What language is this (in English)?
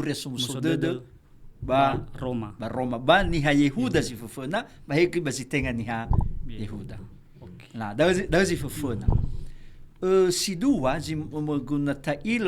Nias